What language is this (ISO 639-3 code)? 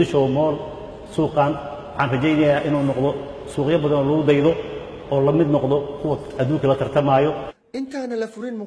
som